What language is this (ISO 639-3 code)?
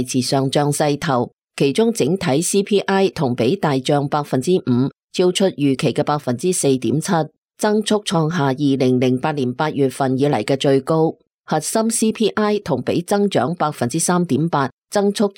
yue